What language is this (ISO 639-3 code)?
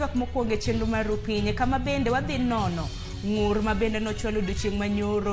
luo